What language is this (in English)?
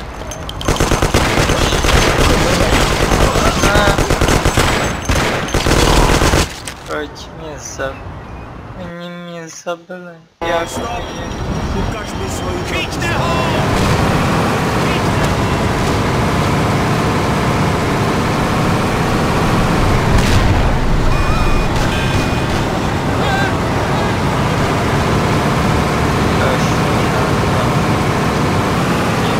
Czech